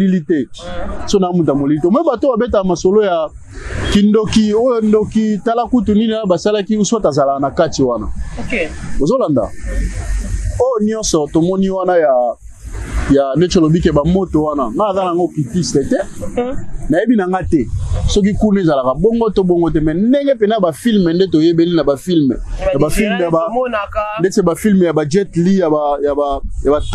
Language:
Lingala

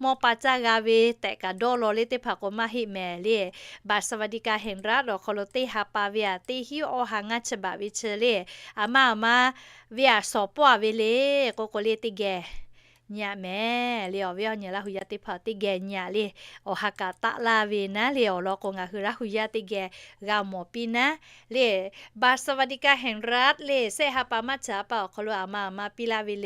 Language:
Lahu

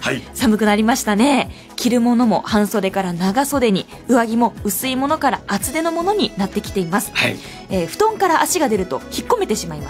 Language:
Japanese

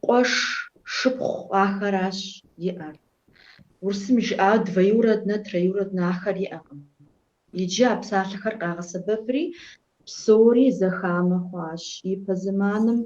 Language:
Kabardian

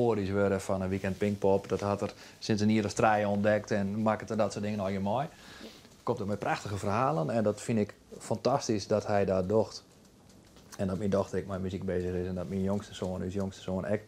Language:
Western Frisian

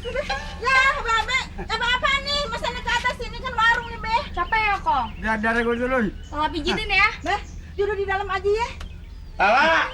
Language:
Betawi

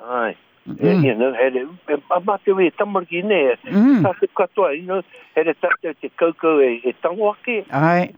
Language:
Māori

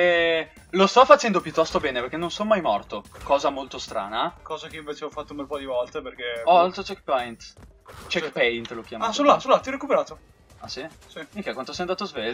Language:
Italian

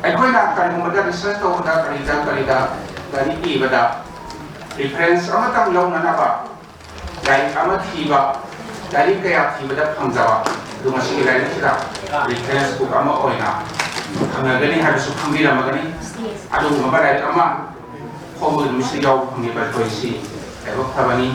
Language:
Manipuri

